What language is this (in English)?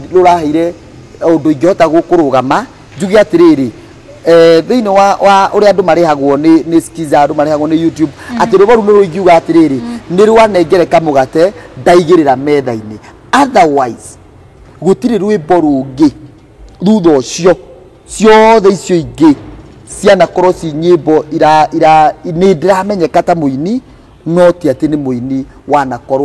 Kikuyu